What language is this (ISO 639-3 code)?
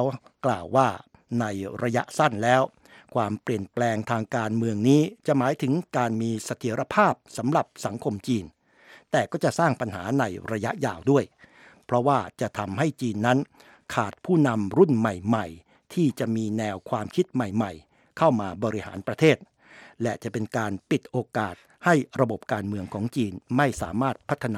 tha